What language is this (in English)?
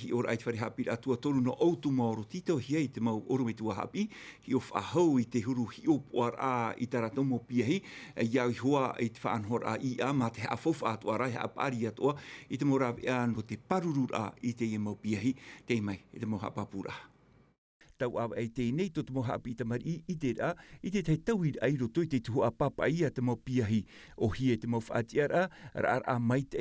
Tahitian